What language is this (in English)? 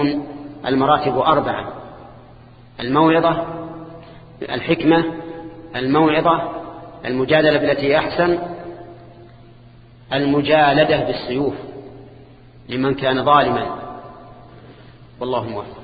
Arabic